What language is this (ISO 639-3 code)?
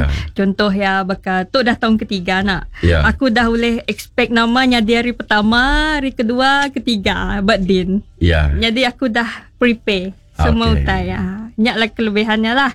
iba